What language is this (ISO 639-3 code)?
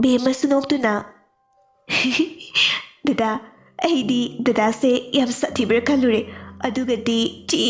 mni